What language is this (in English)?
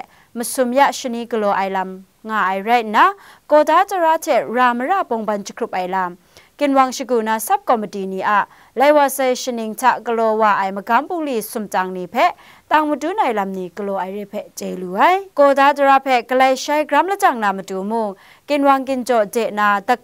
Kachin